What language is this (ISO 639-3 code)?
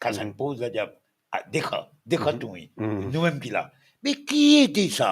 mfe